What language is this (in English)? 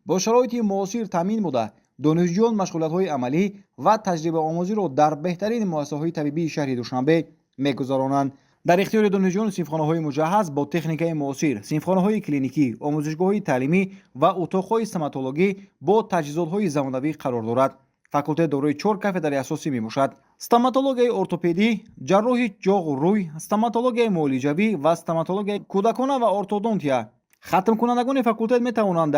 Tajik